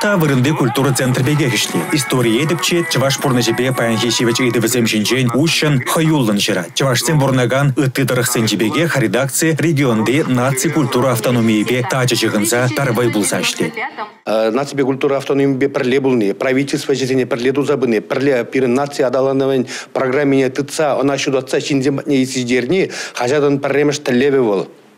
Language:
Chuvash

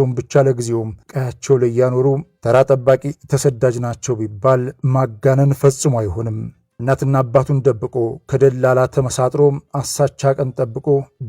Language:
Amharic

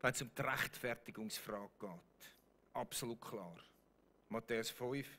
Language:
Swiss German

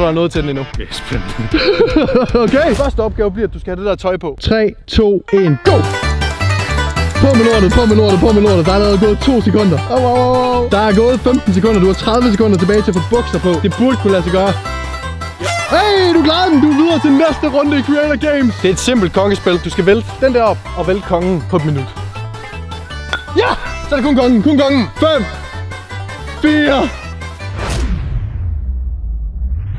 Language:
Danish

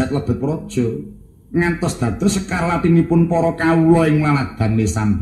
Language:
Javanese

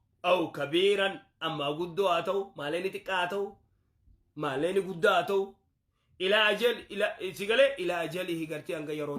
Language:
Oromo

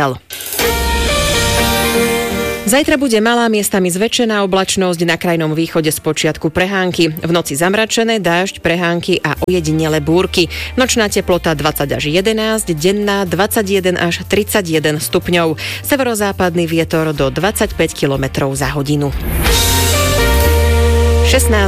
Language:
Slovak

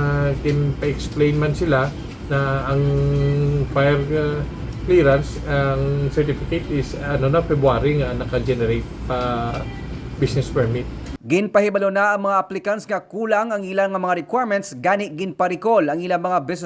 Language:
Hiligaynon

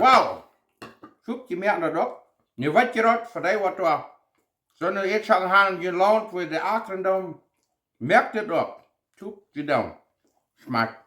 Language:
Plautdietsch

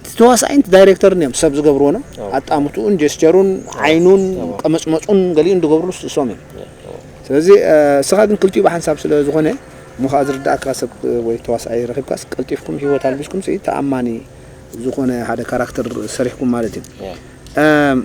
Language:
Tigrinya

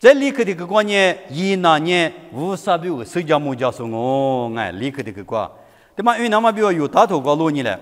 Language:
Lisu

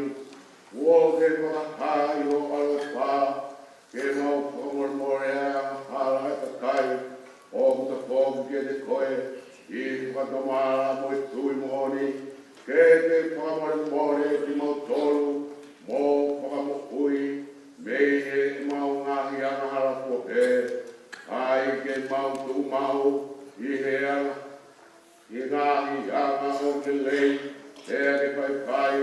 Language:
Tongan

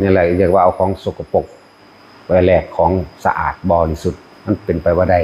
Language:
Northeastern Thai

